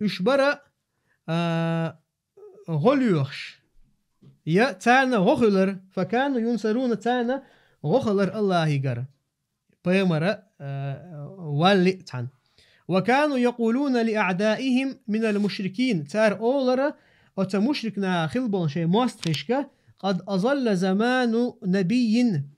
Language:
Chechen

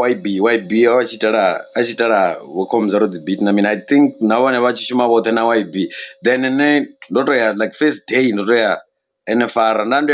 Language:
Venda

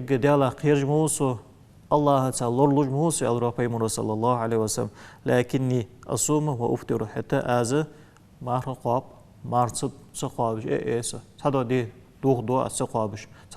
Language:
Ingush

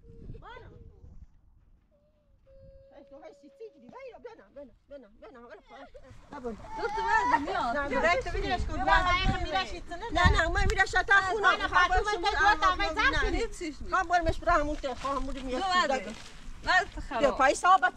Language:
Persian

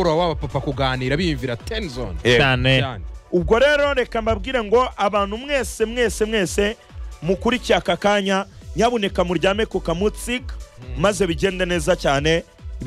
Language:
Kinyarwanda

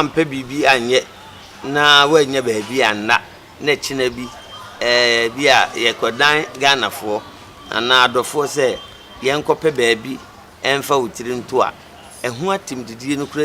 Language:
Akan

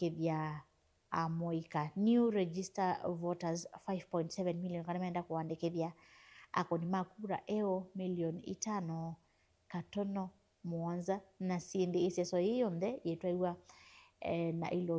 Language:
Kamba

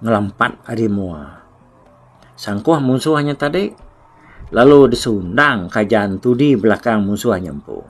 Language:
Iban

